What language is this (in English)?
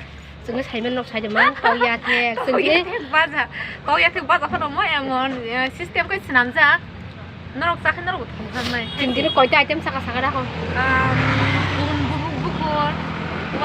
Kok Borok